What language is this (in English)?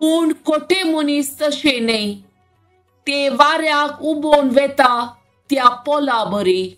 Konkani